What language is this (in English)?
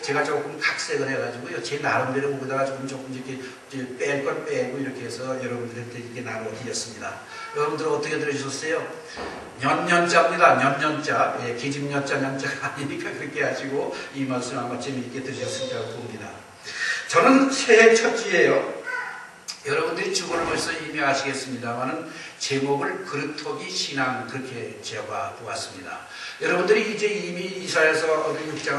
Korean